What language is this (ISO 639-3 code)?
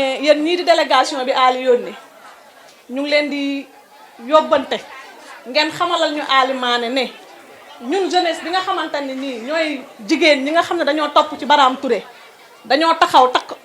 wol